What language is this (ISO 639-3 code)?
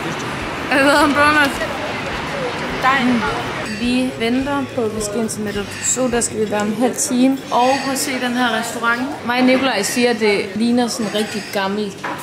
dan